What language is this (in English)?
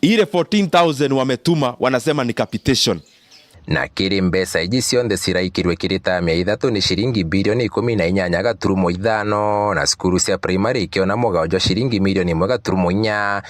Meru